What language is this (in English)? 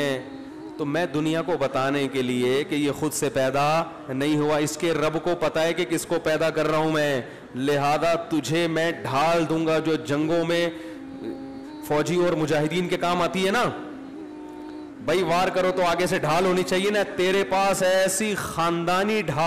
Urdu